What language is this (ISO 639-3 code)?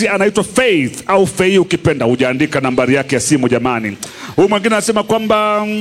swa